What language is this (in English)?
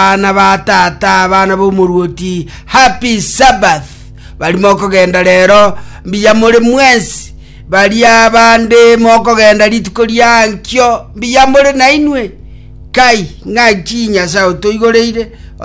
Gusii